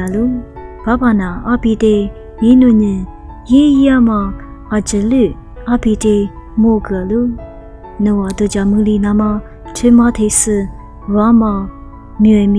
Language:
Lisu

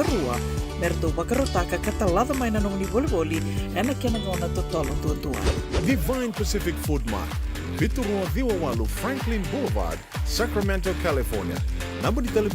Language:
Fijian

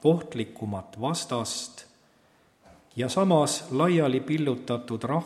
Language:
Estonian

